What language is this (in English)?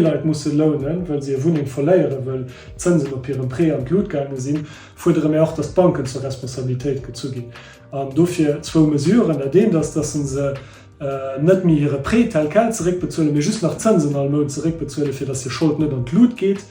Luxembourgish